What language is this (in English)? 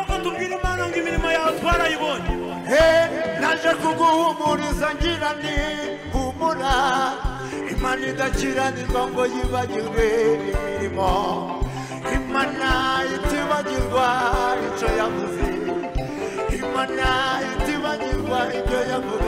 Kinyarwanda